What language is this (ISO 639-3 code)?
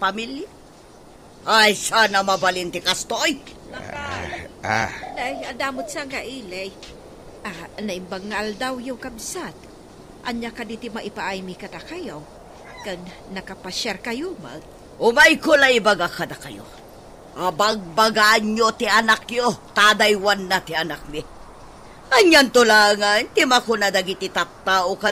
ilo